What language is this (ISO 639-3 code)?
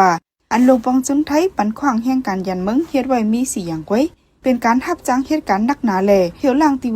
shn